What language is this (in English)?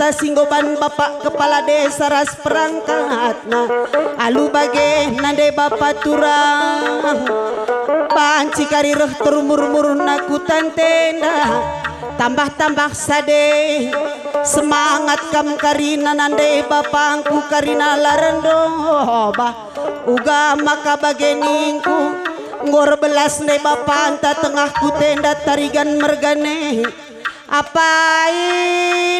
Batak Karo